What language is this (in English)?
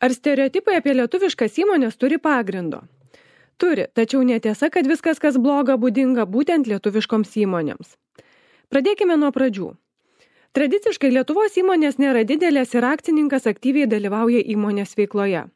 Lithuanian